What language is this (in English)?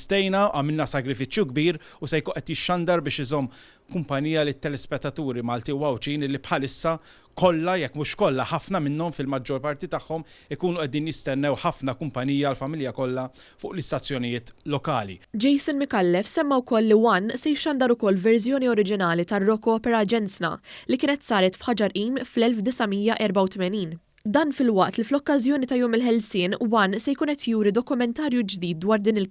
Maltese